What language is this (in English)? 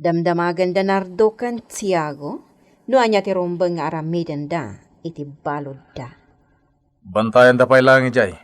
Iloko